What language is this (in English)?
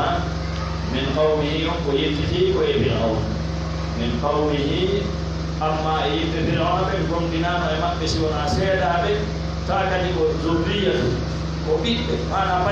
Pular